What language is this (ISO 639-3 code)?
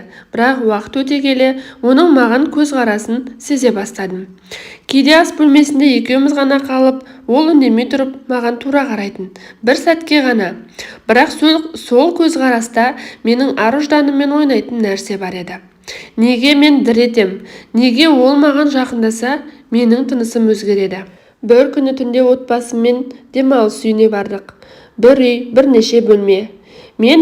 kaz